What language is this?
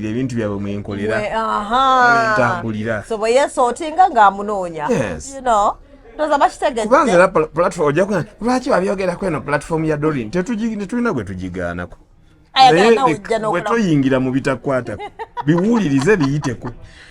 Ganda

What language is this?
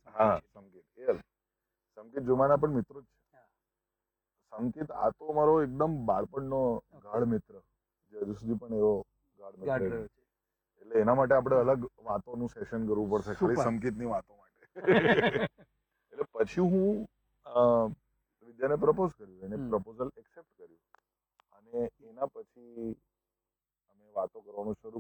Gujarati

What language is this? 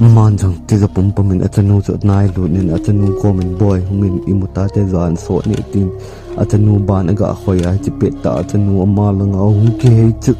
Thado Chin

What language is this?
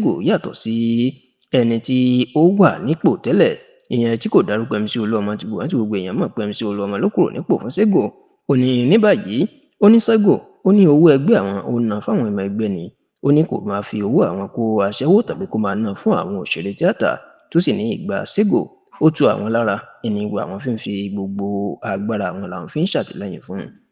Yoruba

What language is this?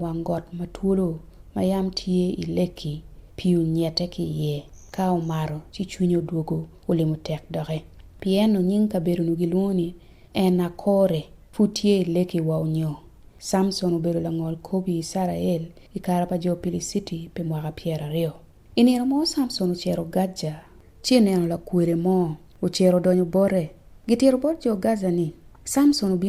Acoli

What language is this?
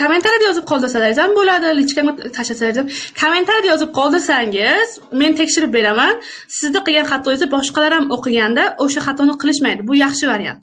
Uzbek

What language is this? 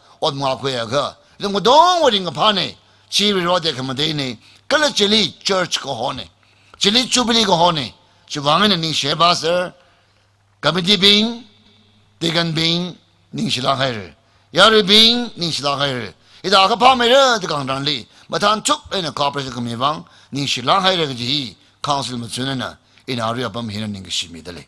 Tangkhul Naga (India)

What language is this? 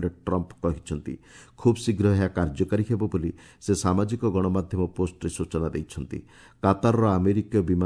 Odia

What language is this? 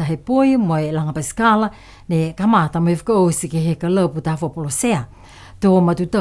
Niuean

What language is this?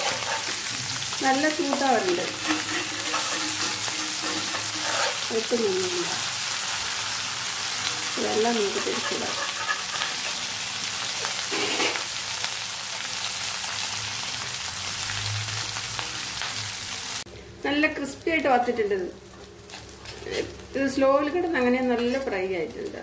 Malayalam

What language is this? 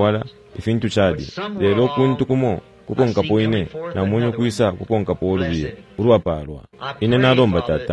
Bemba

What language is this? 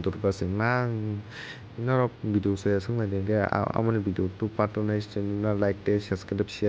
Kok Borok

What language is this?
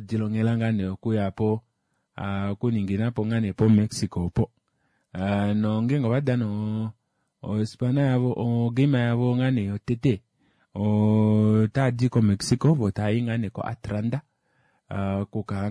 Kuanyama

